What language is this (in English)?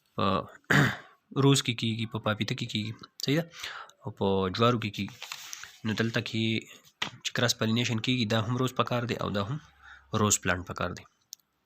Pashto